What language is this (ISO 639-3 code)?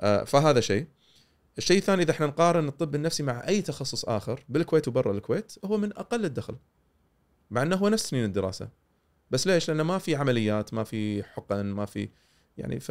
afb